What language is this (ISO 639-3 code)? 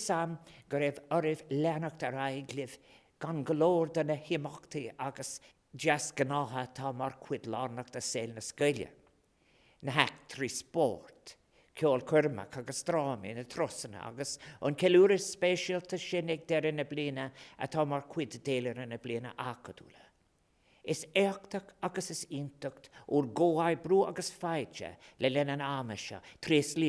gle